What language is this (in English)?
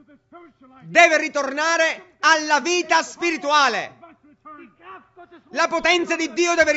Italian